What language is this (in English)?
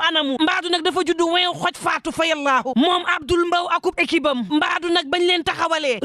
Wolof